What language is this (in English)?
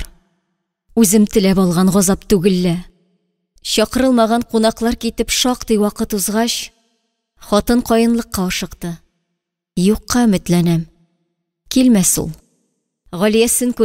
Tatar